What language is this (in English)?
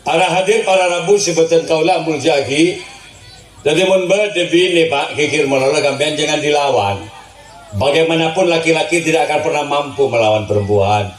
Madurese